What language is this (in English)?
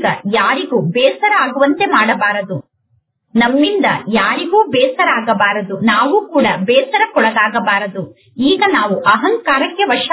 Kannada